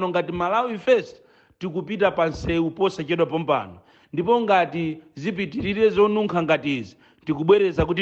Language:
Nyanja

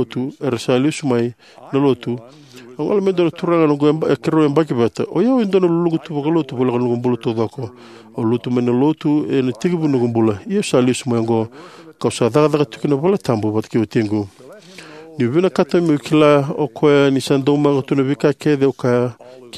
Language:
Fijian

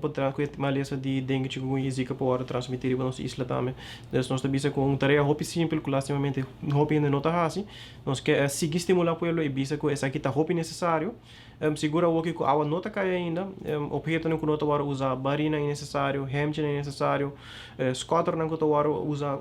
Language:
Papiamento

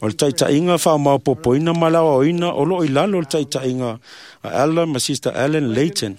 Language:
Samoan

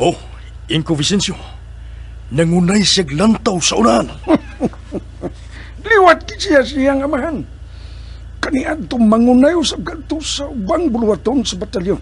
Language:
Cebuano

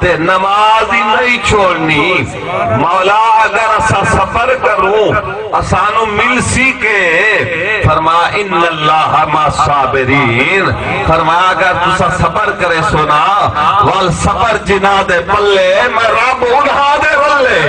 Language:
Saraiki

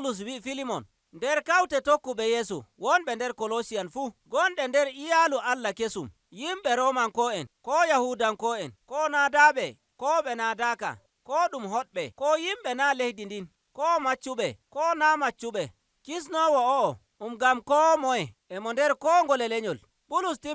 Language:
Nigerian Fulfulde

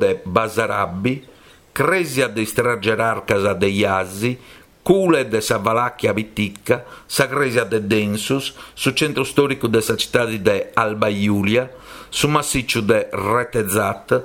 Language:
Sardinian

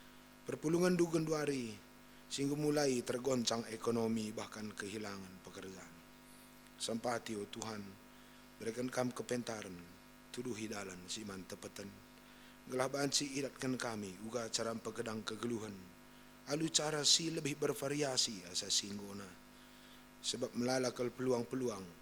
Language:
Batak Karo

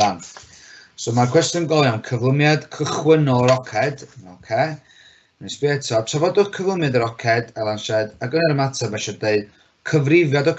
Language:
Welsh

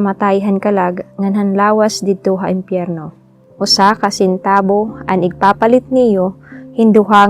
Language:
Waray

